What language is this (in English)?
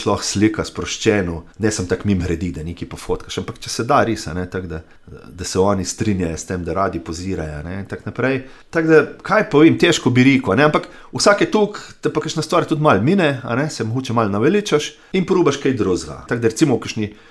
Slovenian